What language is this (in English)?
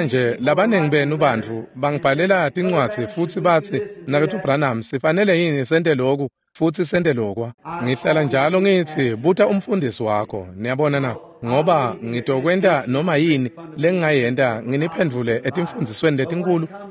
Swati